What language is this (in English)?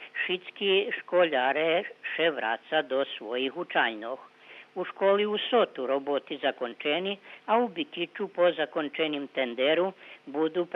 Rusyn